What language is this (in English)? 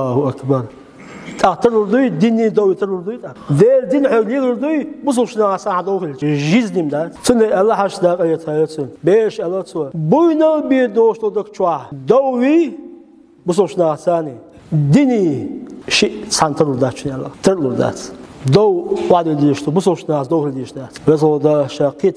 Chechen